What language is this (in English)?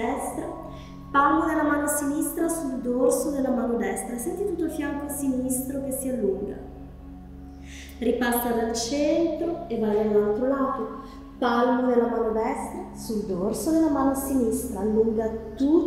Italian